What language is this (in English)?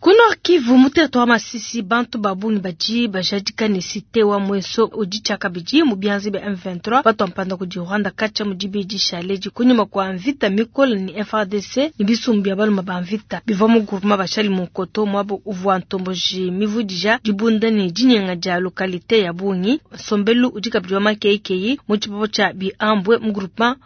Luba-Lulua